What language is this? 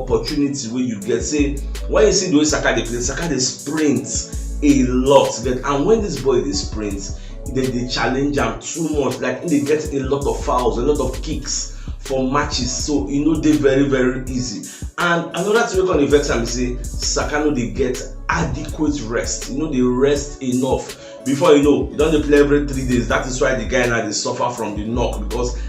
Nigerian Pidgin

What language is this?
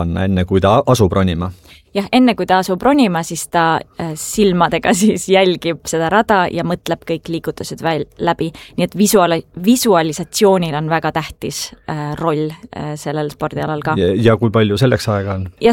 Estonian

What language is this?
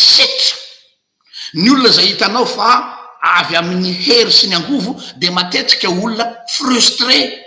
Malagasy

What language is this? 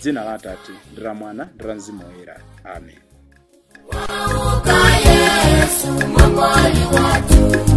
Nyanja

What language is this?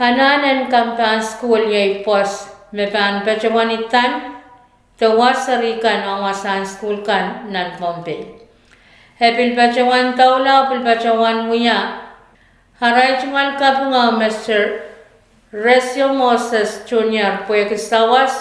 Pohnpeian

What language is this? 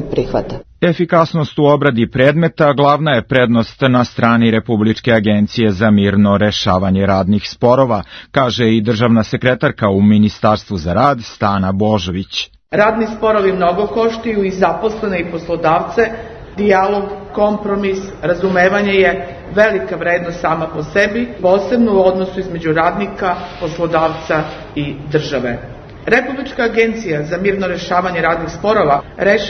Serbian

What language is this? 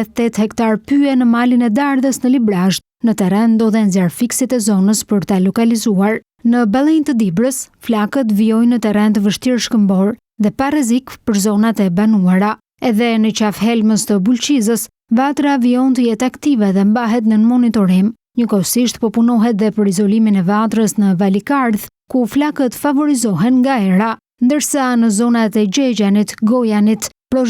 Albanian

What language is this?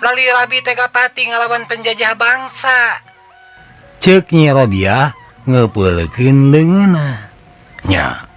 Sundanese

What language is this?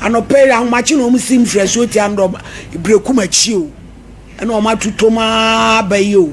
Akan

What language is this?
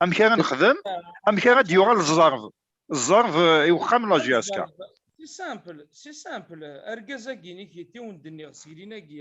Kabyle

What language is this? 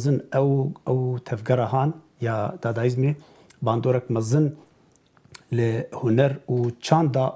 Kurdish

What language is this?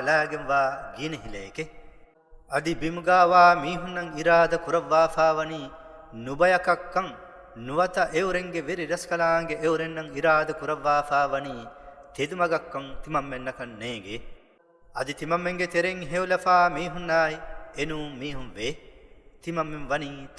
Divehi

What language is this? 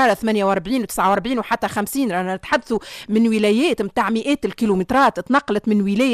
Tunisian Arabic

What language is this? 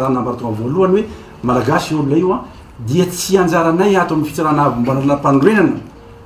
Malagasy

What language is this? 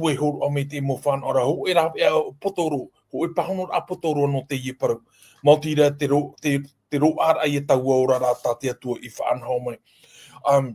Tahitian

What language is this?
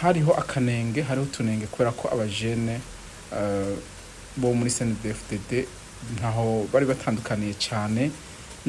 Rundi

